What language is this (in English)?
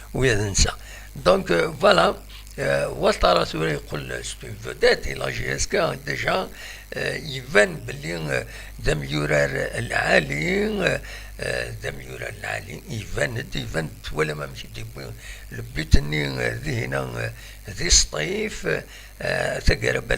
Kabyle